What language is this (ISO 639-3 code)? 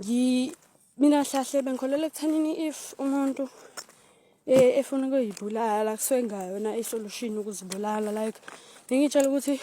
zul